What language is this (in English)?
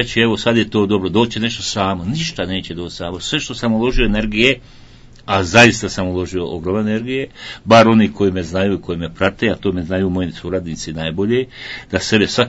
Croatian